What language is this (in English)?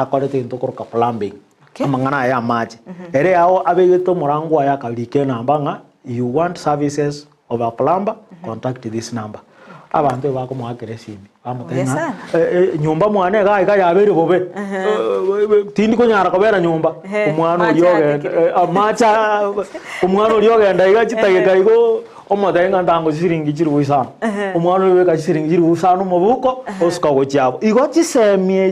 Gusii